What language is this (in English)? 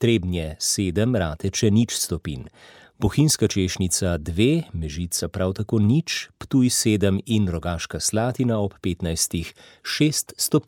Slovenian